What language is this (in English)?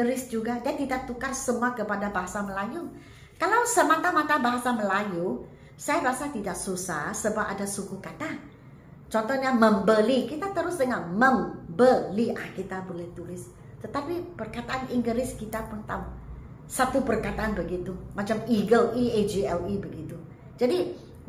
Malay